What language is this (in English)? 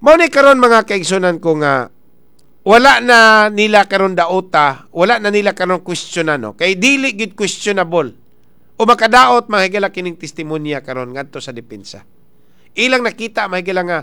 Cebuano